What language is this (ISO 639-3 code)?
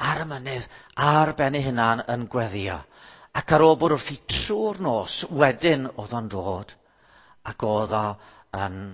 cym